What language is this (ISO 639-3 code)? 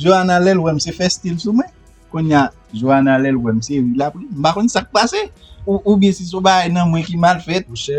hat